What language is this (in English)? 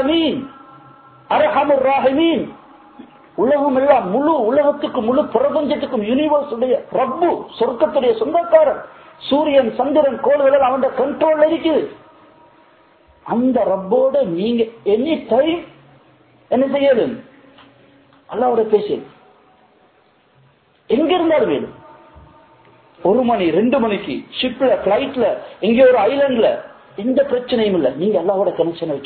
Tamil